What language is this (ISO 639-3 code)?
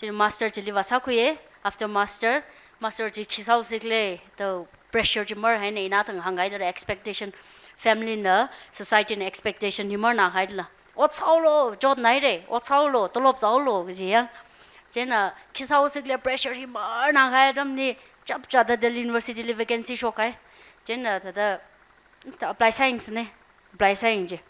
nmf